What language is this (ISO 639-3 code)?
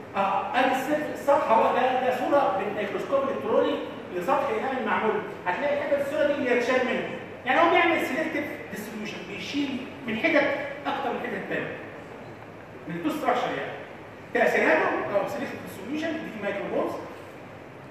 arz